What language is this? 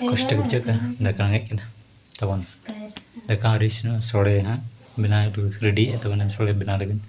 Santali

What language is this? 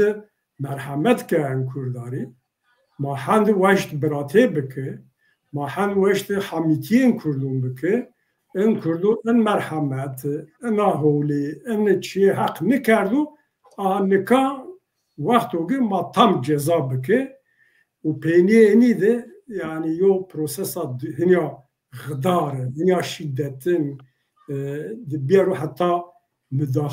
Zaza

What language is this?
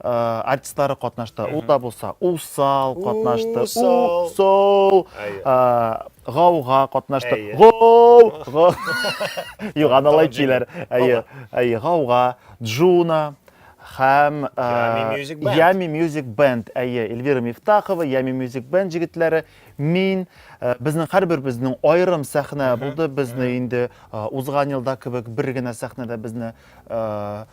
Tatar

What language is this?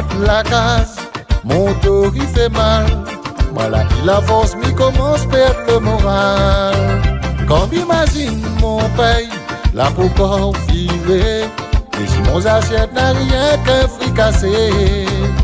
Réunion Creole French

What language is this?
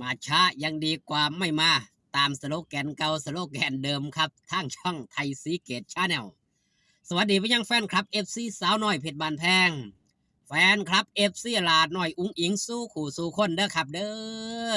Northeastern Thai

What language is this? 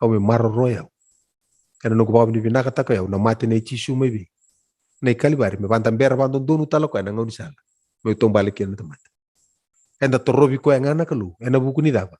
Fijian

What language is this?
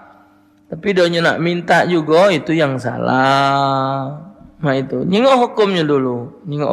Musi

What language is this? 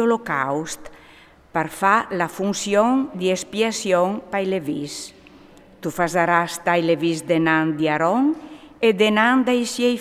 Friulian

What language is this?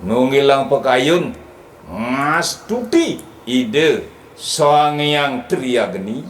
Balinese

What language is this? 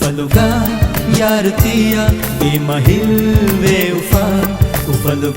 Divehi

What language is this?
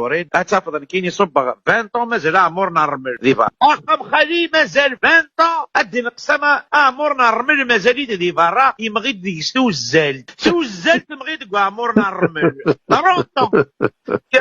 Kabyle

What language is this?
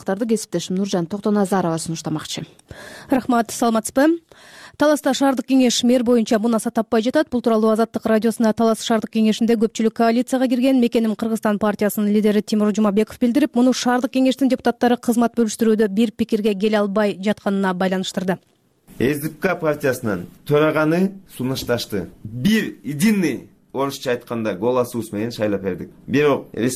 Kyrgyz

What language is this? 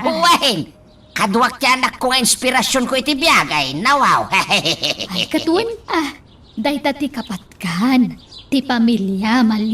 Iloko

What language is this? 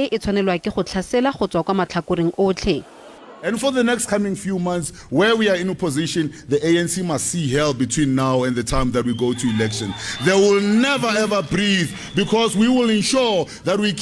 Tswana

